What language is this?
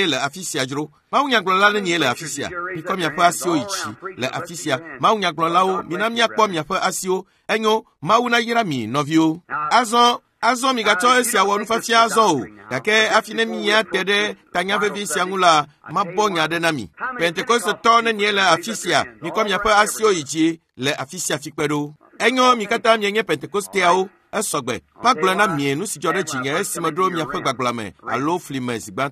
Ewe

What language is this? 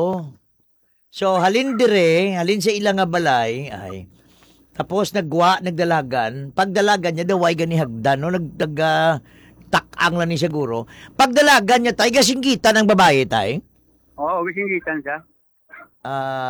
Hiligaynon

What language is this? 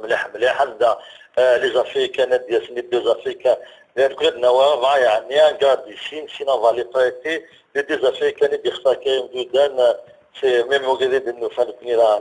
Kabyle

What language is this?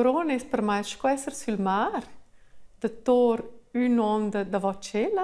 Romansh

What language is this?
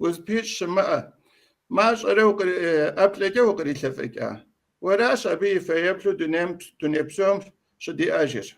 Kabardian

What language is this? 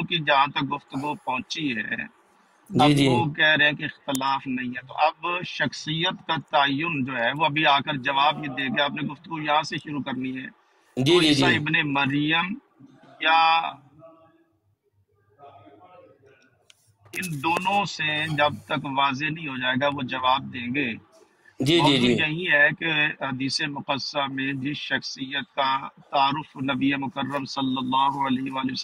Urdu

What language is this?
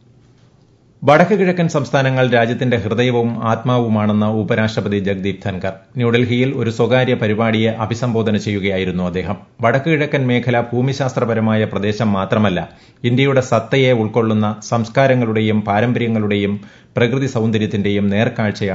Malayalam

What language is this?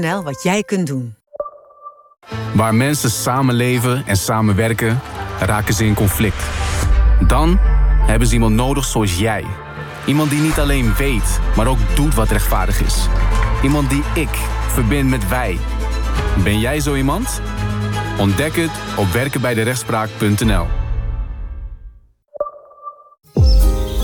Dutch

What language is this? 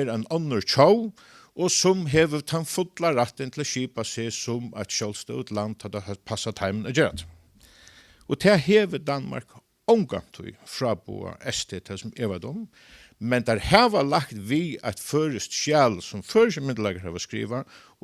Faroese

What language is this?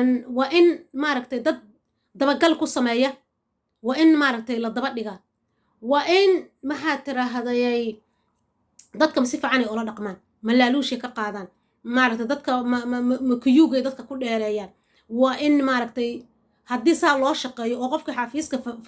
Somali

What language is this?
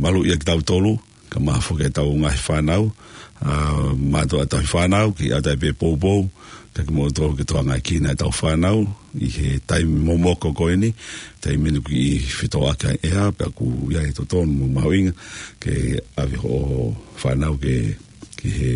Tongan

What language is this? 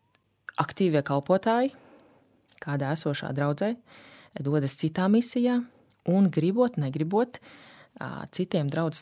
Latvian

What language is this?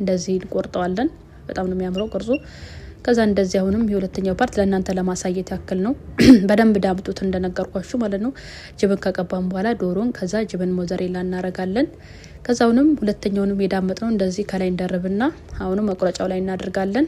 Amharic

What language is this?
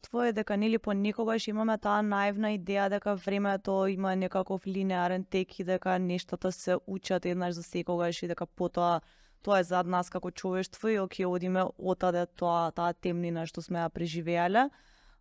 Macedonian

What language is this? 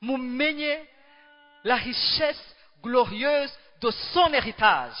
Rundi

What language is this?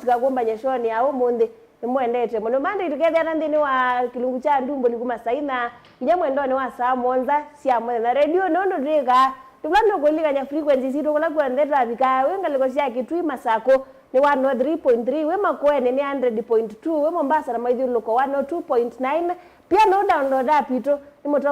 Kamba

